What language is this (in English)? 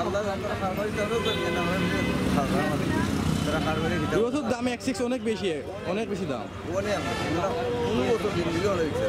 Sylheti